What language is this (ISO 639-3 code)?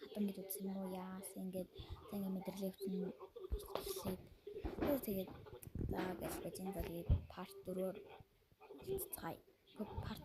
mon